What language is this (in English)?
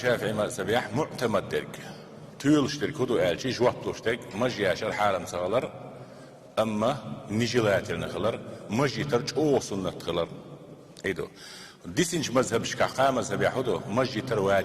Chechen